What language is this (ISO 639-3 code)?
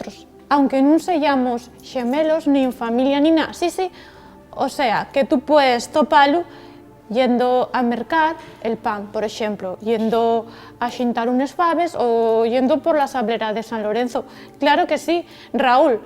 ast